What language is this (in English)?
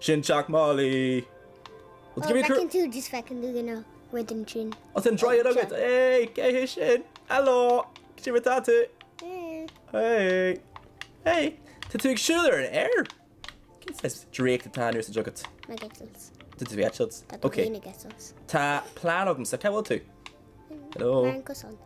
Irish